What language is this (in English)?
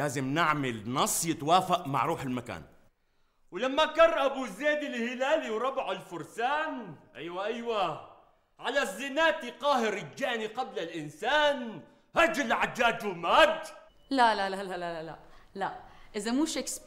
North Levantine Arabic